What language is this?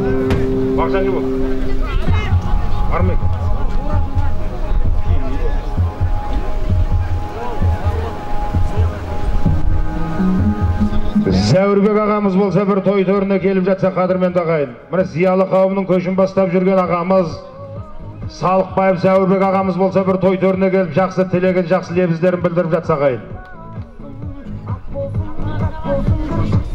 Kazakh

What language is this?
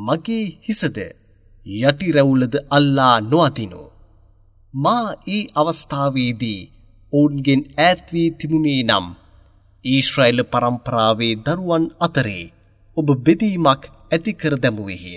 Sinhala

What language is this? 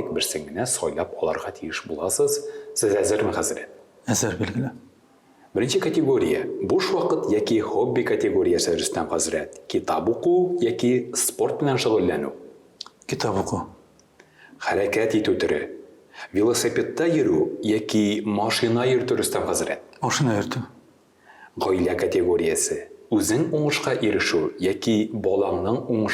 Tatar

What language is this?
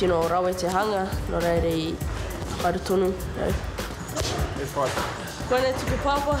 Māori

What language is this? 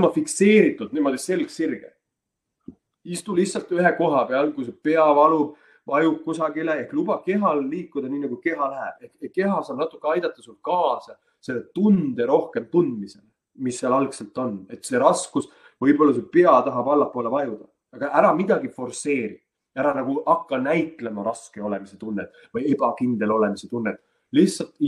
Estonian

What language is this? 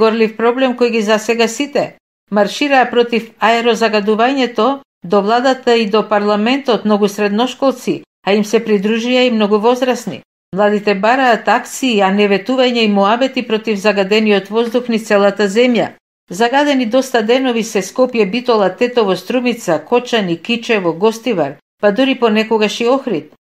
Macedonian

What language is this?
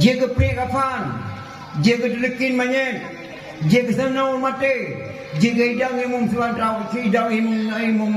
Achinese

